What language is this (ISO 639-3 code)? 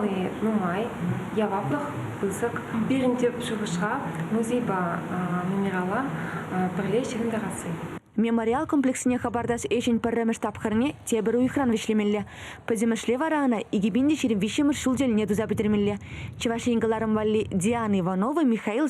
chv